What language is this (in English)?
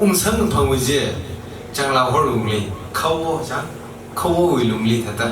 Tangkhul Naga (India)